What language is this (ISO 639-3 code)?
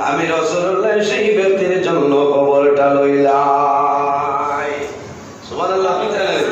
syl